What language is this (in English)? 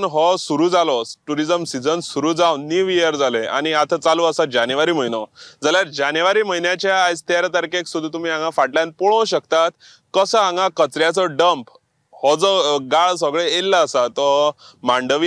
Konkani